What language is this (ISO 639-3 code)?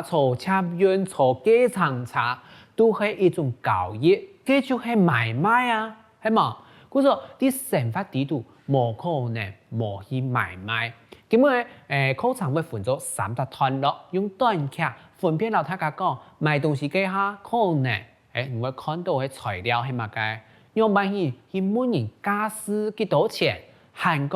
hak